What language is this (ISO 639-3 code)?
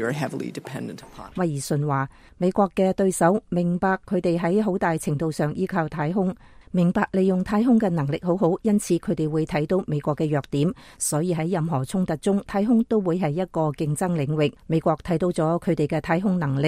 yue